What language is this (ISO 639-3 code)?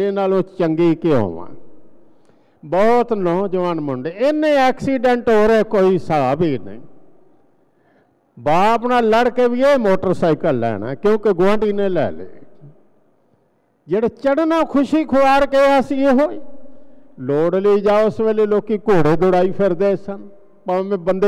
pan